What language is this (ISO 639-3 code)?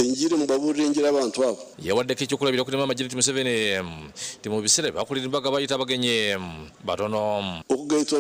nyn